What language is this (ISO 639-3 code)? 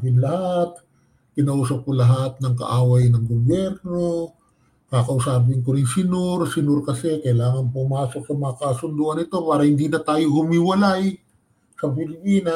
fil